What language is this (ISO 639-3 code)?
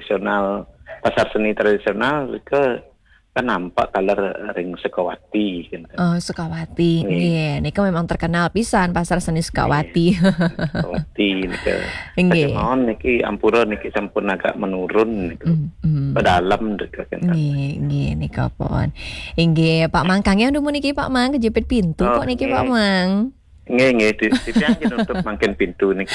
ban